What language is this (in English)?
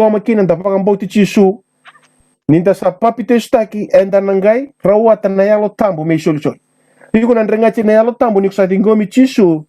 Fijian